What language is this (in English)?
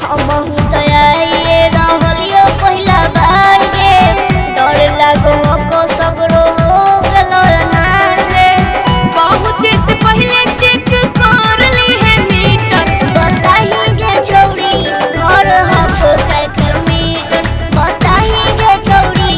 Magahi